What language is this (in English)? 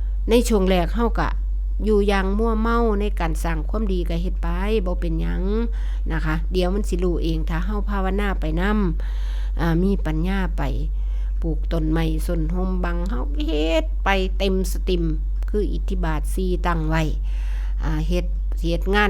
Northeastern Thai